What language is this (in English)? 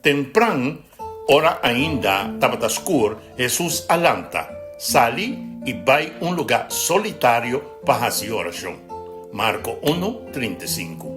Papiamento